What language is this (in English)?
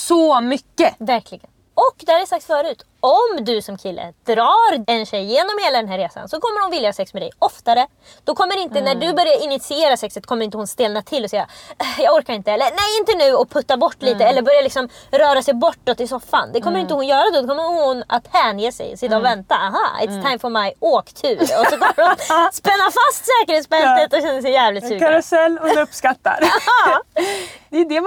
Swedish